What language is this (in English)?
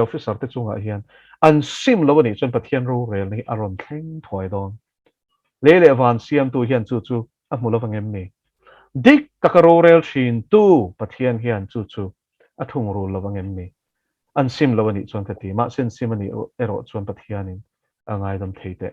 Mizo